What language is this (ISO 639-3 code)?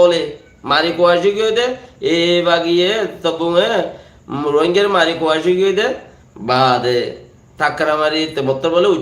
rhg